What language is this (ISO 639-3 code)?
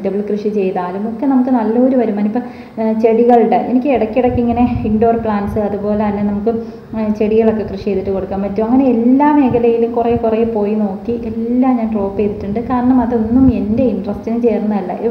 mal